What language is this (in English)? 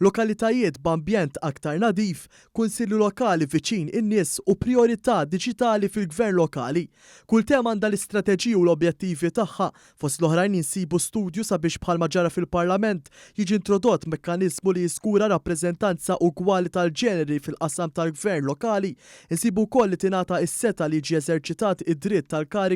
Maltese